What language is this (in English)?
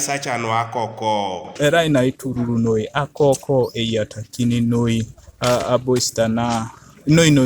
Teso